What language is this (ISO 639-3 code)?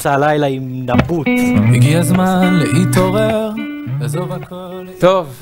heb